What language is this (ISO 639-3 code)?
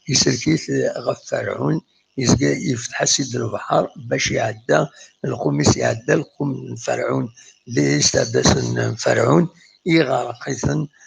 kab